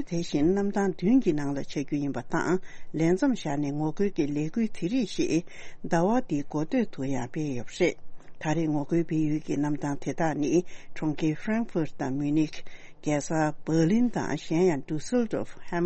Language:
Tibetan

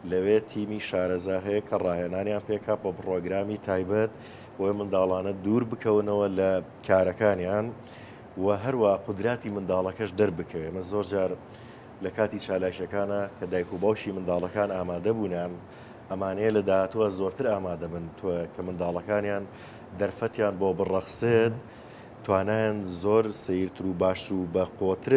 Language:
Central Kurdish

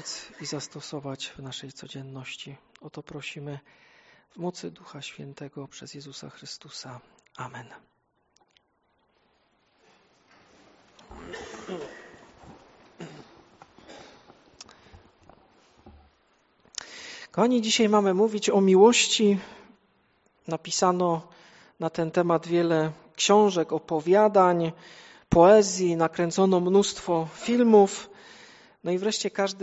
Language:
Polish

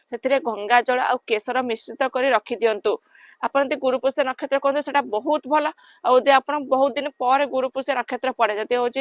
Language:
Odia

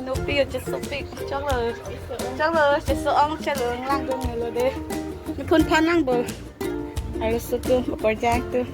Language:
Karbi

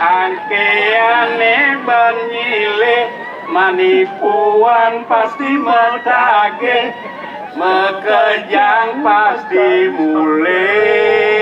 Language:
Balinese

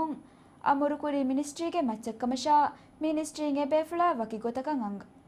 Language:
Divehi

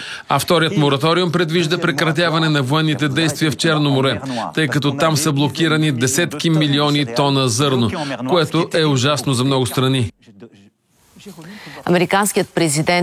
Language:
Bulgarian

